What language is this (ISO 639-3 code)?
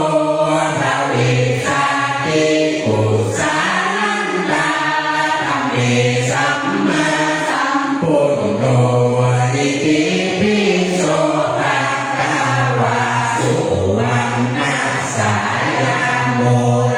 pli